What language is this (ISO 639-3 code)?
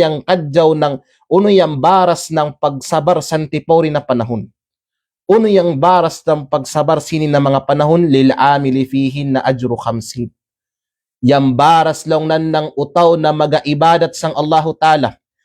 kqe